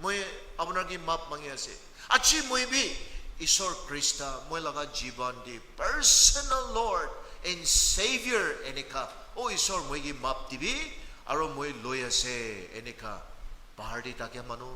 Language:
Naga Pidgin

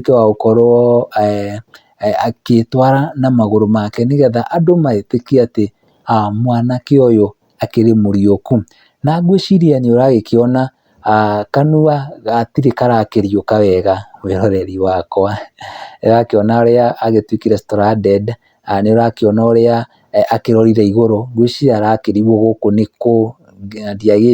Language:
Kikuyu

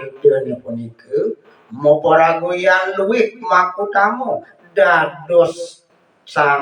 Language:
Balinese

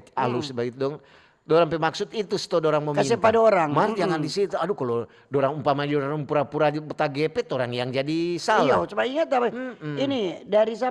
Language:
Manado Malay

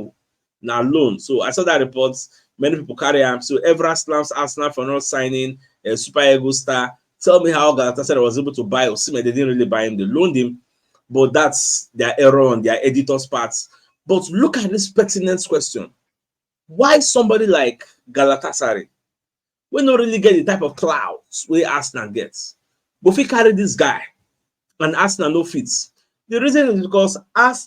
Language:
Nigerian Pidgin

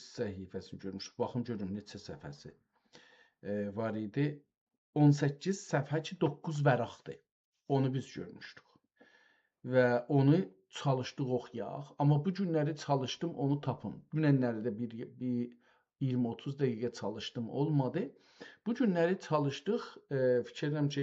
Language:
South Azerbaijani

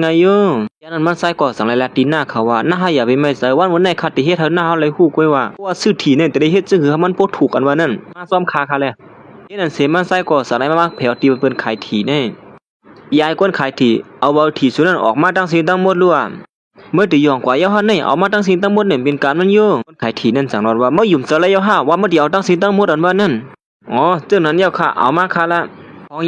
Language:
Shan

